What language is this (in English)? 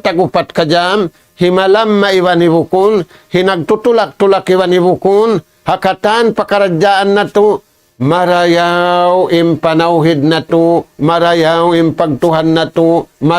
Tausug